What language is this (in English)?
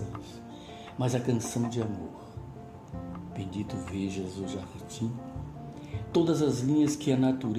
Portuguese